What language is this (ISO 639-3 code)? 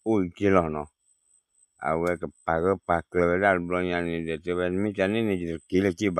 ksw